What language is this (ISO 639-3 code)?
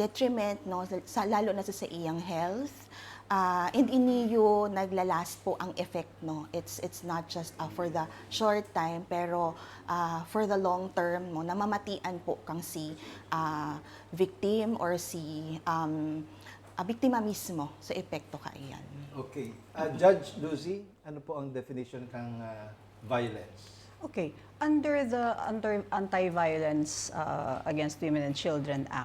bik